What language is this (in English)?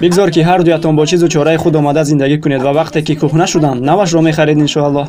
Tajik